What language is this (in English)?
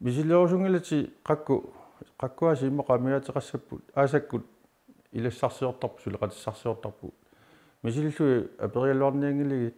Kalaallisut